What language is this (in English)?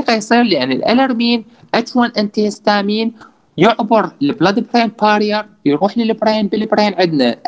Mesopotamian Arabic